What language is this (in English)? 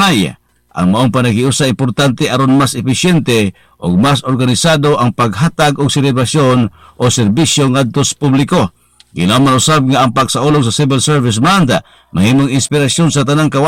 Cebuano